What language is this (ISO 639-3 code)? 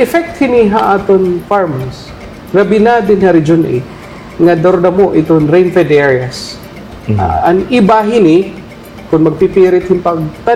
war